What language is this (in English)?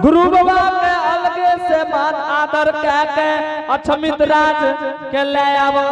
Angika